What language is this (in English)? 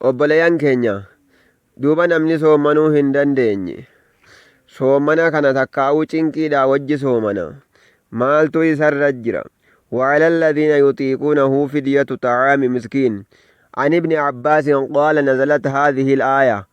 Oromo